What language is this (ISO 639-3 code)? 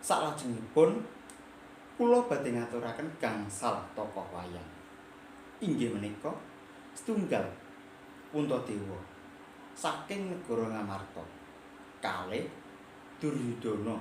jav